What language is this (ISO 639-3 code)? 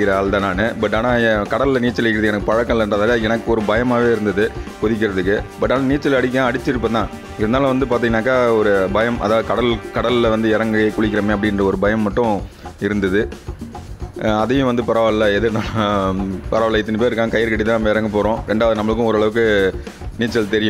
tam